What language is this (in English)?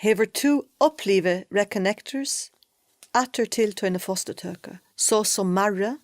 Faroese